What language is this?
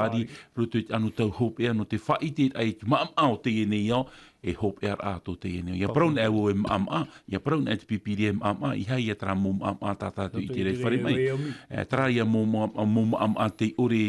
Tahitian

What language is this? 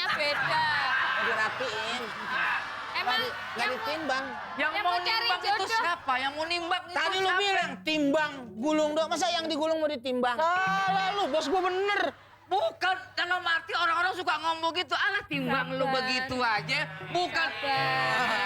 Betawi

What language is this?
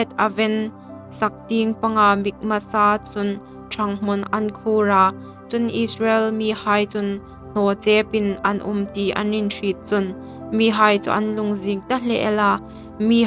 Hmar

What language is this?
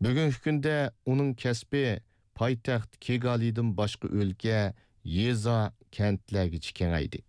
Uyghur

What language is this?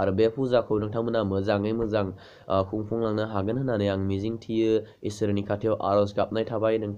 Bodo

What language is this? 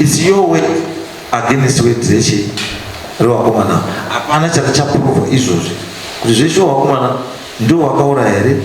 Shona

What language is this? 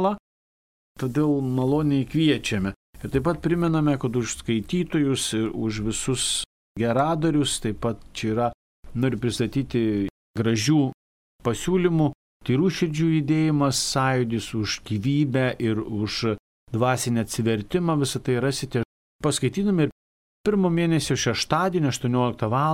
Lithuanian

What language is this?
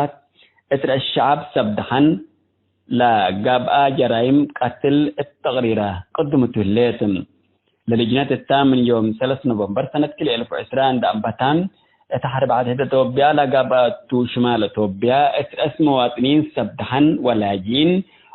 Tigre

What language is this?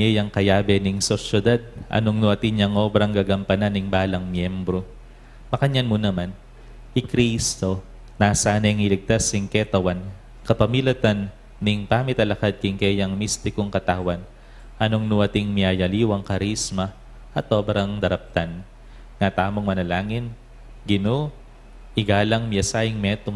Pampanga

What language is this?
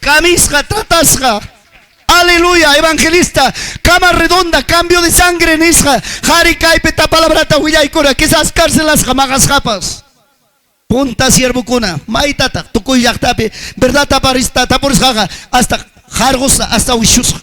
Ayacucho Quechua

